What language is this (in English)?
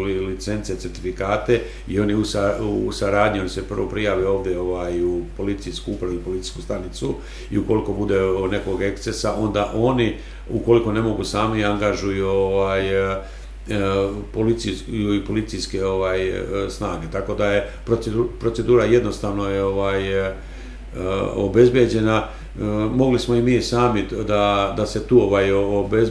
Serbian